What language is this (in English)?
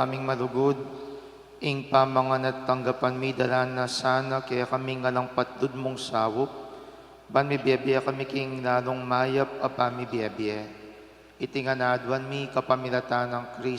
Pampanga